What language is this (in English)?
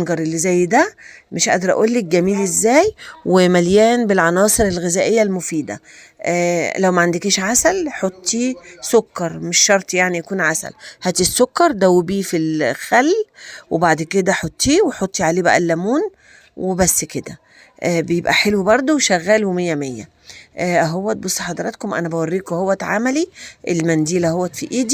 Egyptian Arabic